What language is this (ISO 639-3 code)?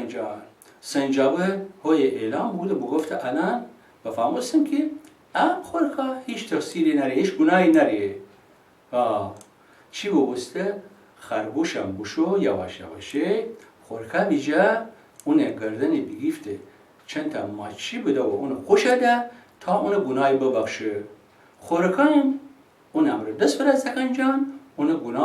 glk